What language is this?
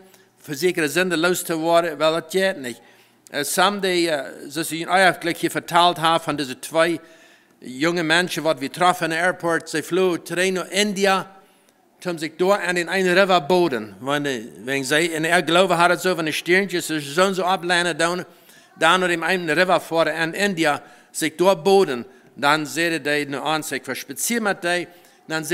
Plautdietsch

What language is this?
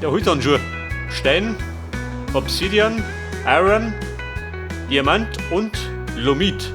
Bavarian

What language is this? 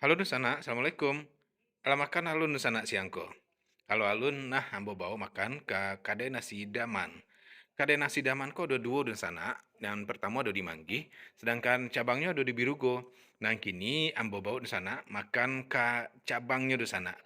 Minangkabau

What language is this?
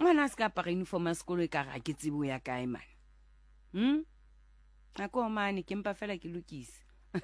Southern Sotho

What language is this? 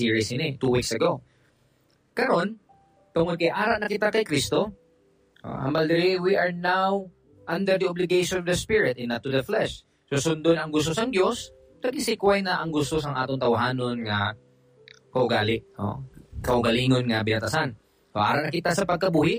Hiligaynon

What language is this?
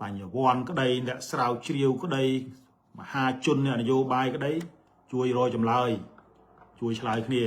Khmer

